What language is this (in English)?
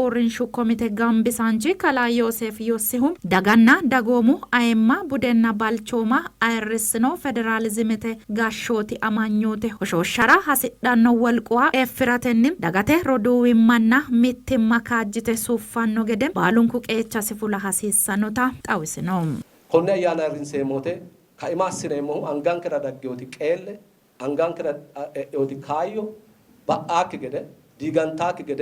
Sidamo